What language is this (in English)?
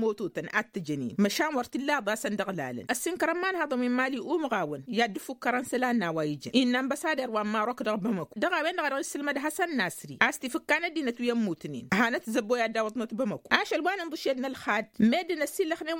Tamasheq